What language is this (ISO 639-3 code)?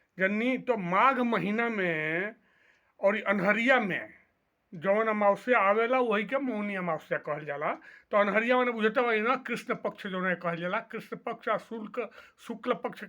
bho